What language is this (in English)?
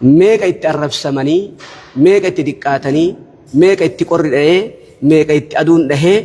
Oromo